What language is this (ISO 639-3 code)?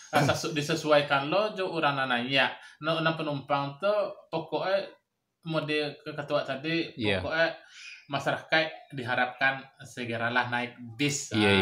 min